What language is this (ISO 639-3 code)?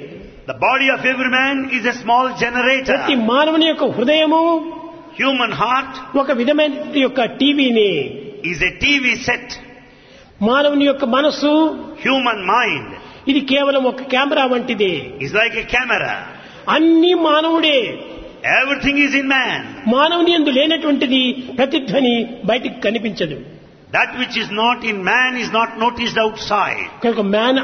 tel